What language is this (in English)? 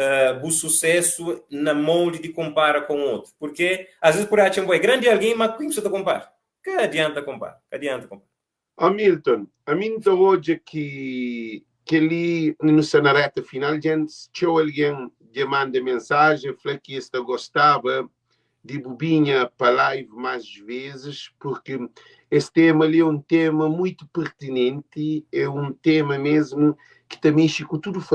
Kabuverdianu